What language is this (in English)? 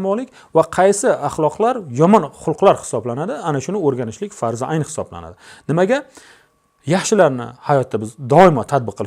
Uzbek